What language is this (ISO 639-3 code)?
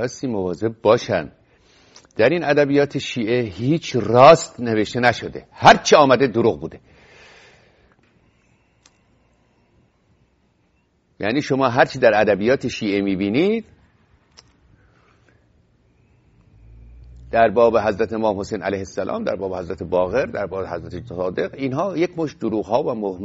fas